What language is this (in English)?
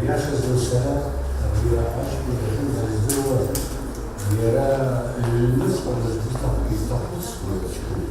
Abkhazian